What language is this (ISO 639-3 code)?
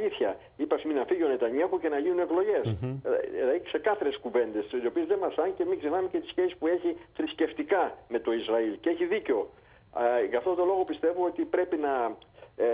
ell